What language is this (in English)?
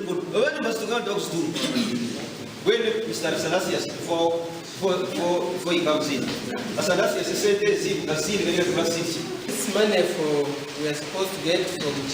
Nyankole